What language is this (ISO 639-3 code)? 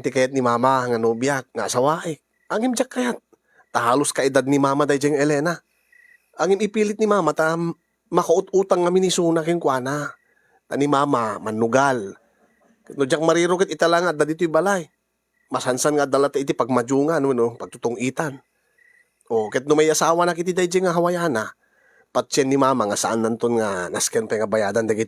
ilo